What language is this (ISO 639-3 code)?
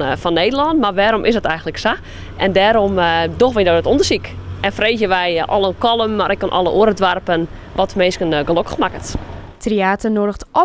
fry